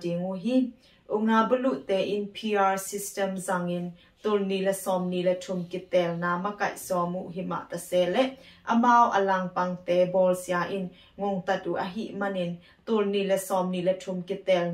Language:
Tedim Chin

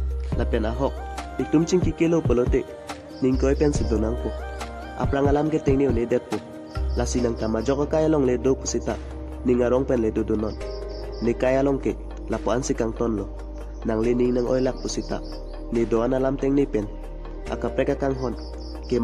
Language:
Karbi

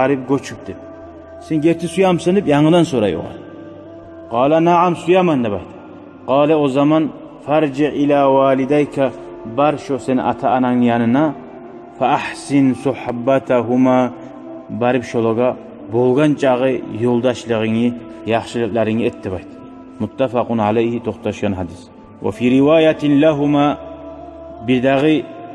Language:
Kumyk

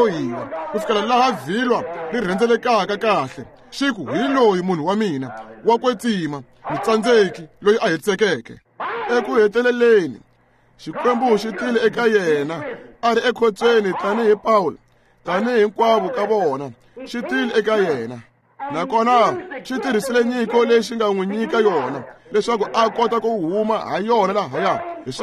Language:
Tsonga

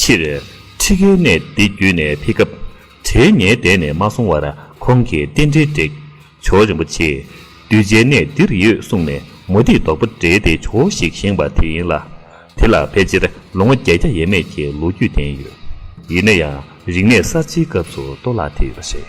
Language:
Tibetan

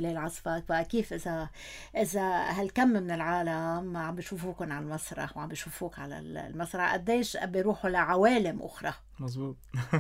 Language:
North Levantine Arabic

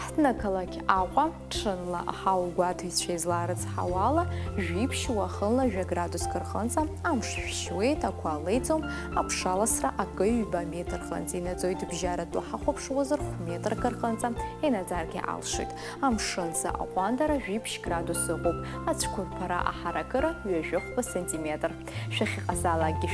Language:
Abkhazian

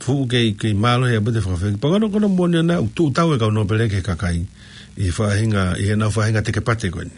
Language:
Tongan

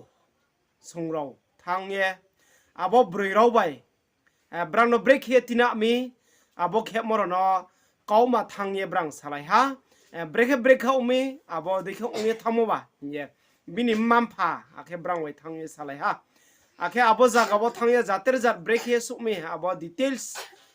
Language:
Riang (India)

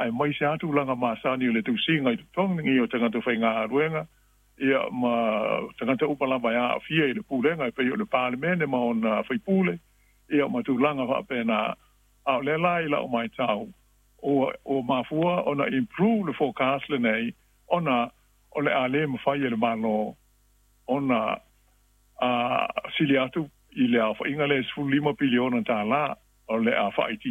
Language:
Samoan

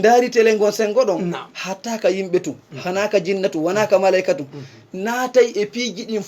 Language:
Fula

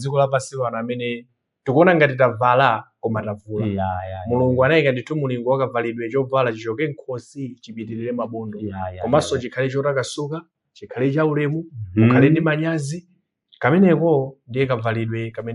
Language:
Nyanja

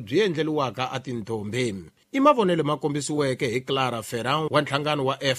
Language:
Tsonga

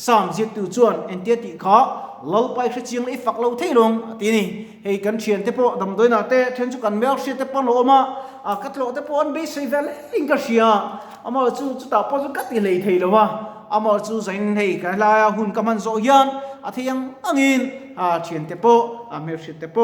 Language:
Mizo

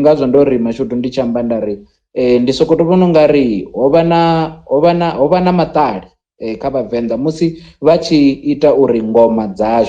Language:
Venda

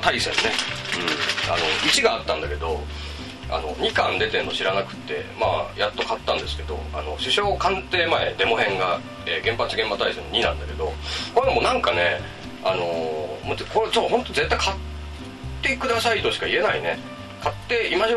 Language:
Japanese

